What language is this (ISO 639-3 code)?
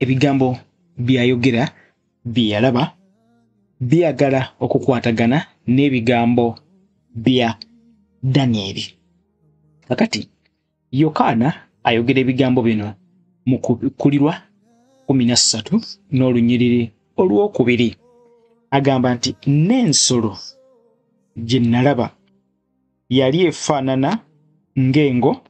lug